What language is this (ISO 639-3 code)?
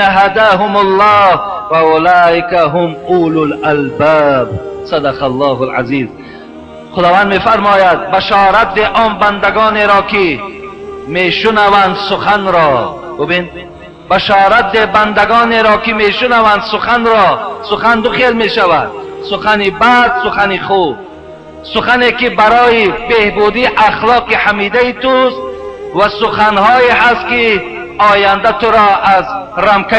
tgk